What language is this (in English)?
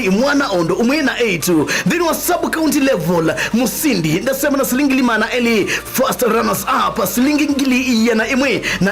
Kamba